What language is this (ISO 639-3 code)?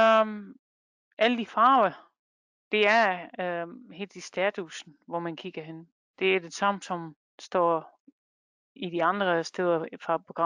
dan